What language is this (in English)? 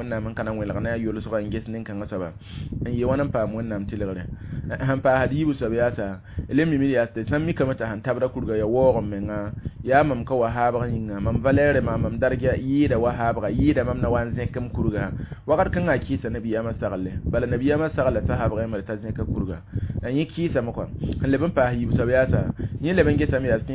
Mossi